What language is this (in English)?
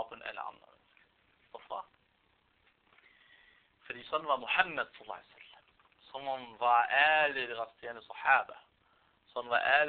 Danish